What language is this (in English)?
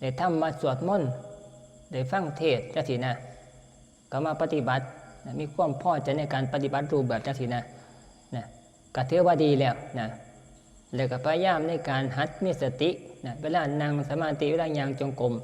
Northeastern Thai